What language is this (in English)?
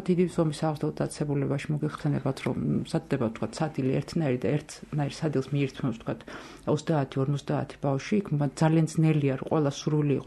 Georgian